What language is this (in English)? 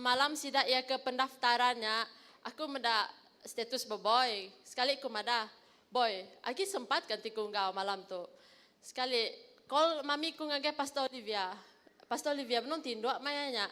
Iban